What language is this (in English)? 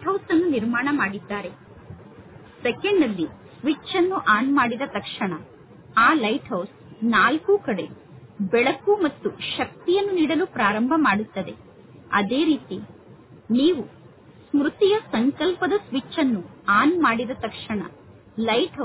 Kannada